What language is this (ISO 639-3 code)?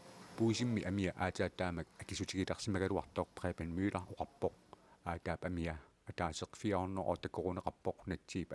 kal